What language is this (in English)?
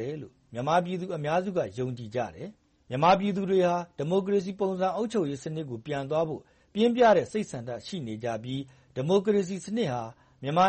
Burmese